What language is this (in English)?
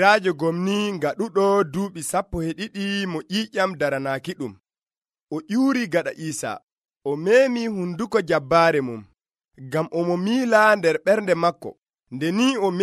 Nigerian Fulfulde